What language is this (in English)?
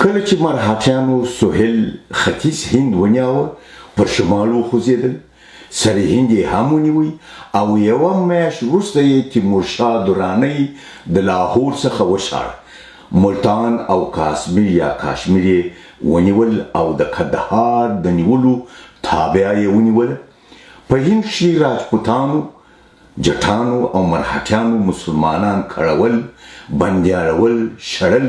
Pashto